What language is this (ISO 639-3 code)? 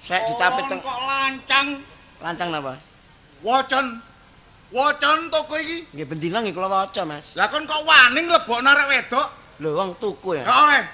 jav